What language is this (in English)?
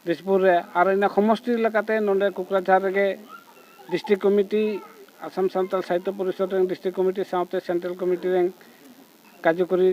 Santali